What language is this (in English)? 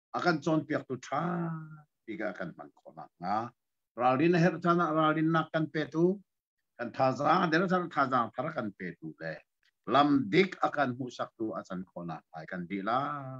Hakha Chin